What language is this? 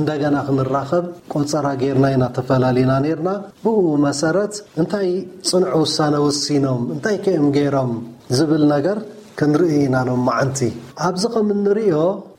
Tigrinya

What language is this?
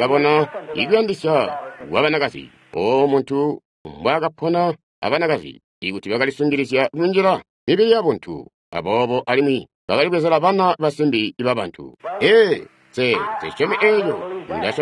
Tonga (Zambia)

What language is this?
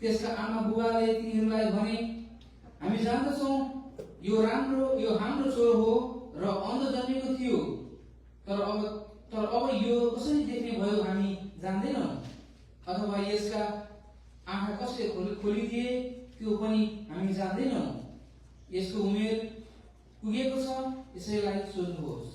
Nepali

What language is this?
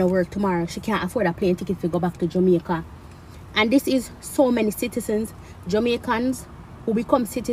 Jamaican Creole English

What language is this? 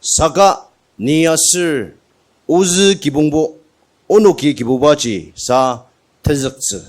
Ao Naga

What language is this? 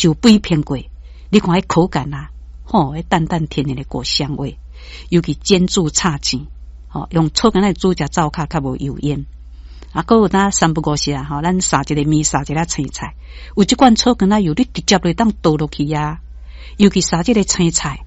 Min Nan Chinese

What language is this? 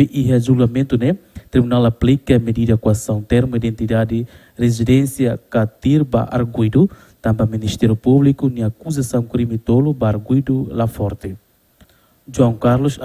Tetum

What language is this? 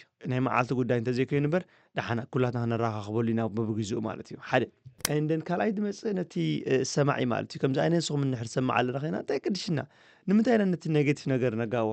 Tigrinya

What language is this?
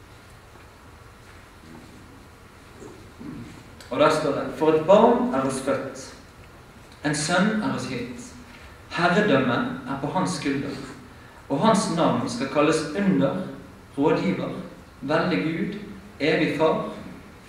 Norwegian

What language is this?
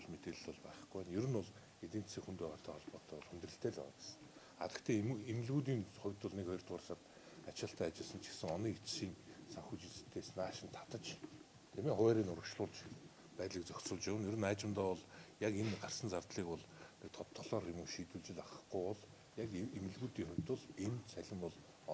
Mongolian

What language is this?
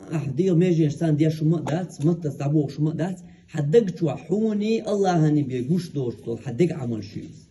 Chechen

